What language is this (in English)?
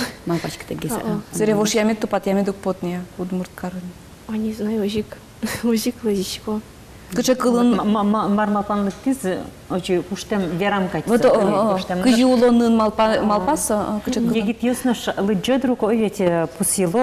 Udmurt